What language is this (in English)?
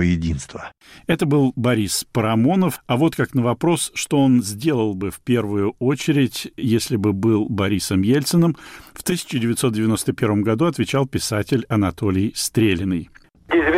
Russian